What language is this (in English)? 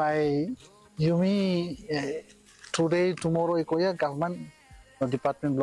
Bislama